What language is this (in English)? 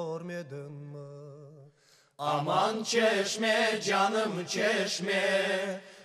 Crimean Tatar